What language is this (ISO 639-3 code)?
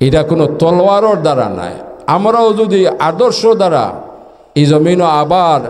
syl